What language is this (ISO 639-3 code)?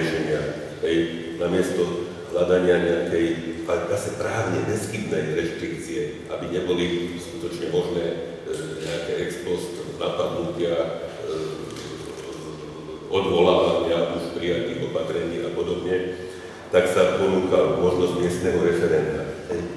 slk